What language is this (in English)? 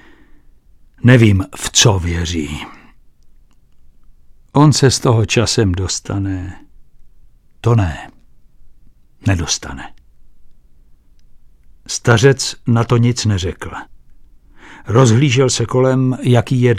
Czech